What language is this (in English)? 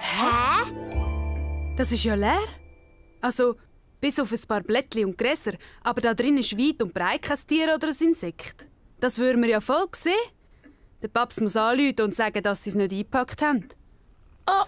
Swiss German